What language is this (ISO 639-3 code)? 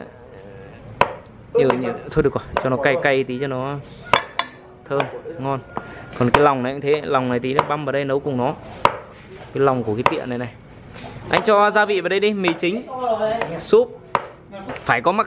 vie